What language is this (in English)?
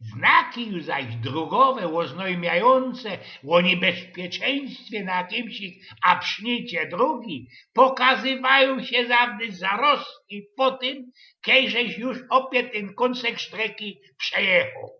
Silesian